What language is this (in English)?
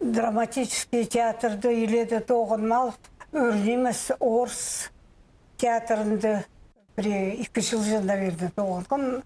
Khakas